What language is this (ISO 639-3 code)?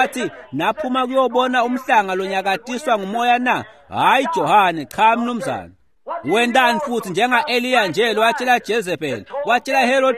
ssw